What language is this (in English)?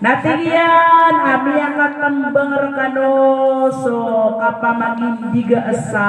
Maranao